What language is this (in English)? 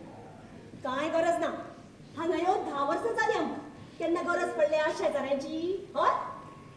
Konkani